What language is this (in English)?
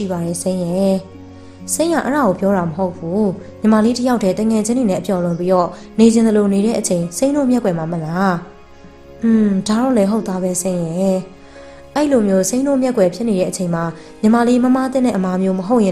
Burmese